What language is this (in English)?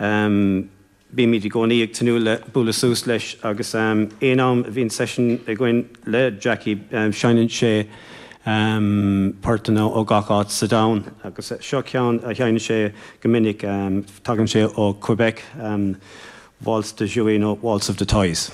Irish